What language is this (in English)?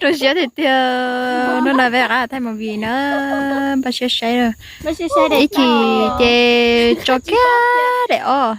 Hmong